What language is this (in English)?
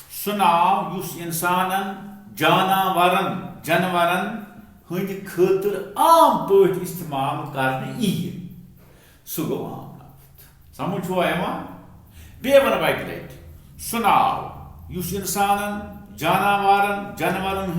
Kashmiri